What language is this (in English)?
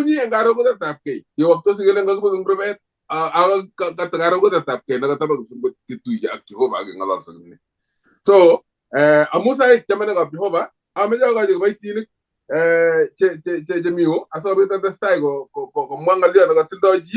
Kalenjin